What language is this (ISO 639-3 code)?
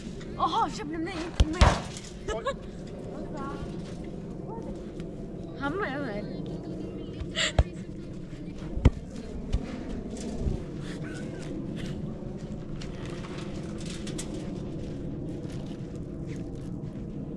ckb